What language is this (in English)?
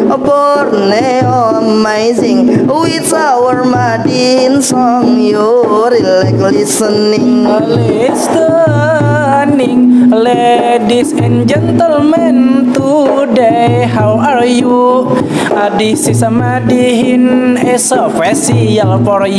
Banjar